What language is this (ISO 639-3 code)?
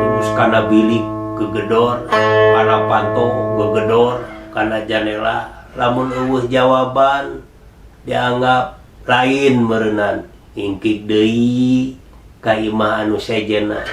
sun